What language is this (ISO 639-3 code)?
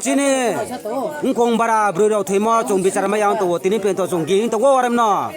trp